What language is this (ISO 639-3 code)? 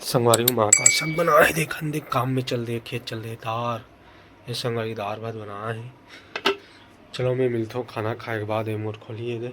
hne